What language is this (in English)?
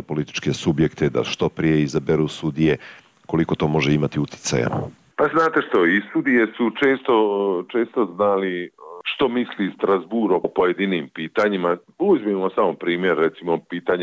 Bosnian